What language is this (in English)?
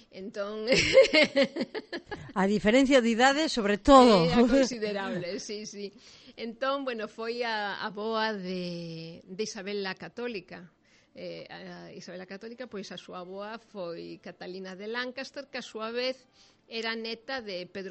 Galician